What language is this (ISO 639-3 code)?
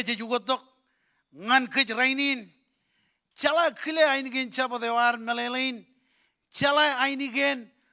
mah